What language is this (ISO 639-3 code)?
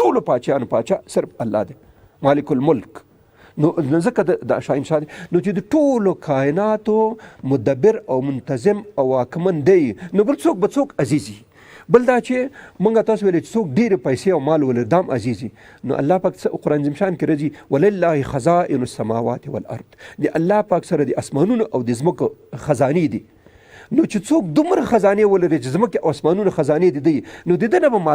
pus